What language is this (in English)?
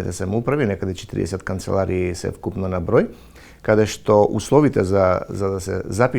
Macedonian